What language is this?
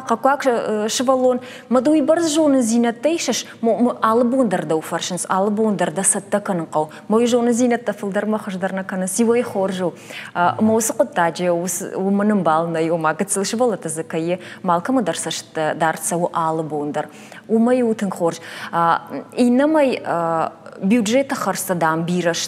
Ossetic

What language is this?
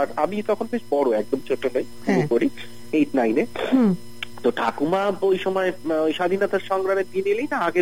Bangla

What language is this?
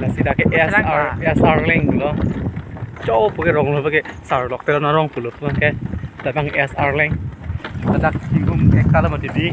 Karbi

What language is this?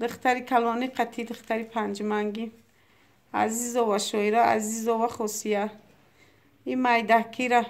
Tajik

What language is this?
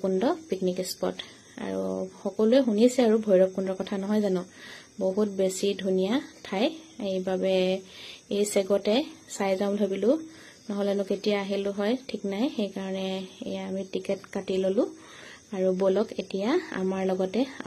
Assamese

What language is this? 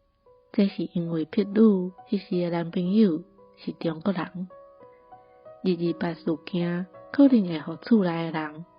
Min Nan Chinese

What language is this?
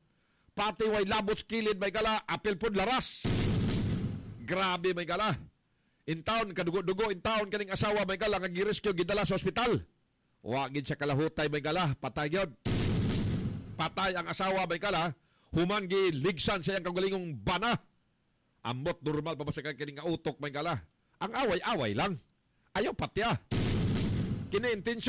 Cebuano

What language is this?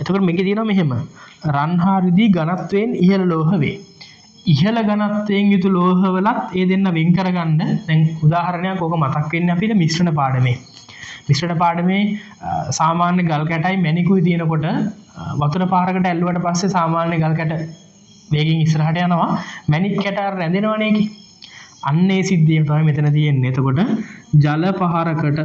Sinhala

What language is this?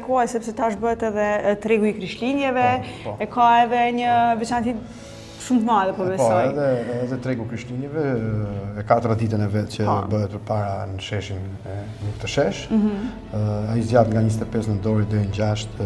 Albanian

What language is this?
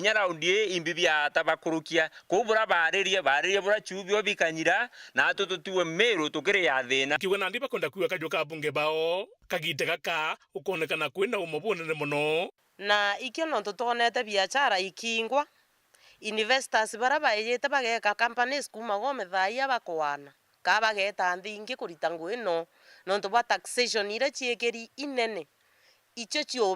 Meru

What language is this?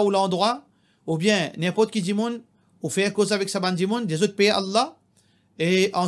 Morisyen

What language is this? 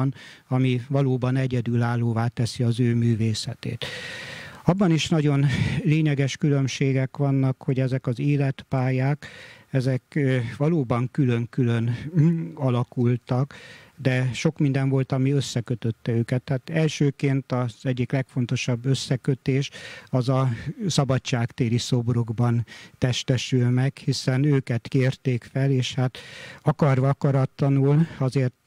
Hungarian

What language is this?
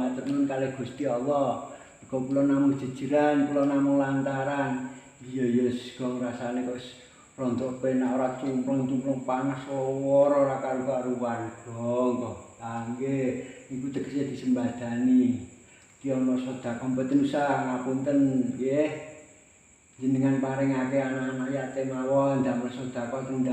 Javanese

